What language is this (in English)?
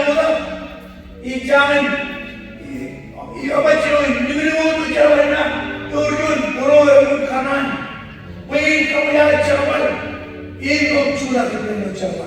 Marshallese